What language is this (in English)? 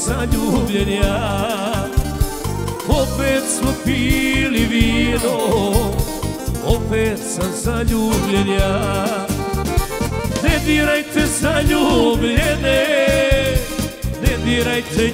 Serbian